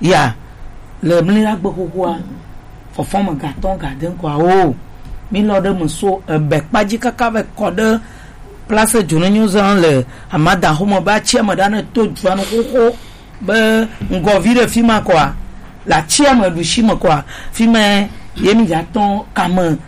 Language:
Gen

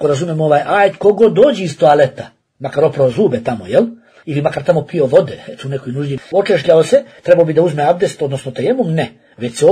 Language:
Bosnian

